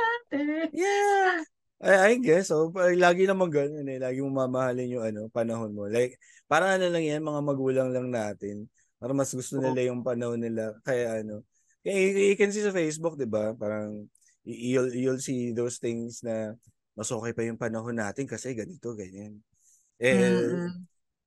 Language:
Filipino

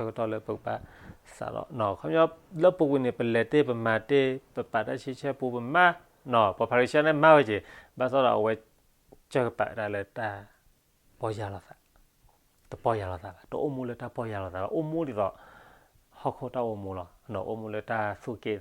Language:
S'gaw Karen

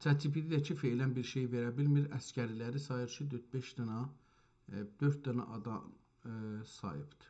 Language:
South Azerbaijani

